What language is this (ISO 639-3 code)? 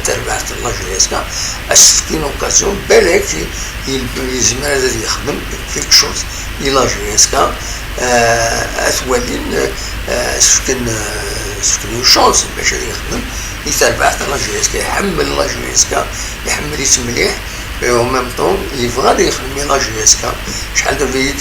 kab